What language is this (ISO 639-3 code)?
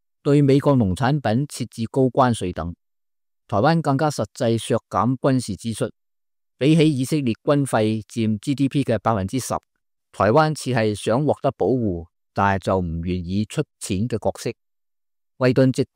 yue